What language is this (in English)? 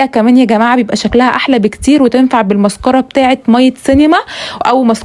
Egyptian Arabic